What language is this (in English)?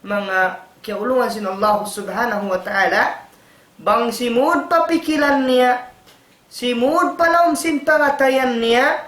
Tausug